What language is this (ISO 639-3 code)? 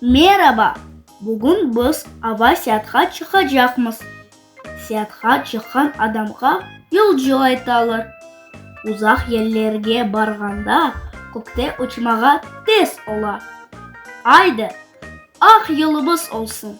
crh